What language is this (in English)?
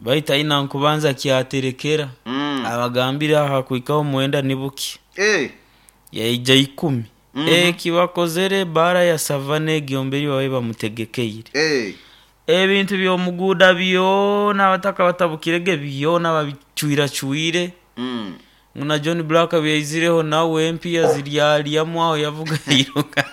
Nyoro